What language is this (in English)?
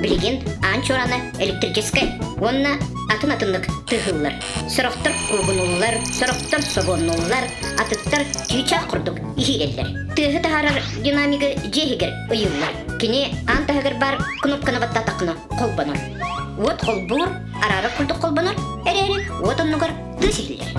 Yakut